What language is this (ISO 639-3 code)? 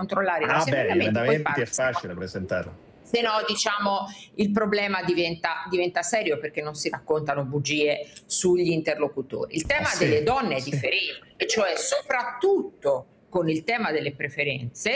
ita